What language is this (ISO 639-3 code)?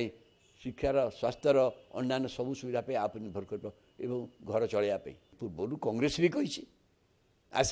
ori